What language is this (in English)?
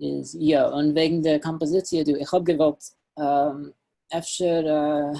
Yiddish